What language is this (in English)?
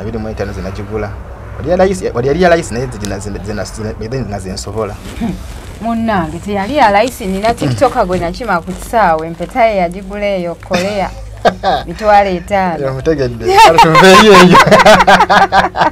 Ganda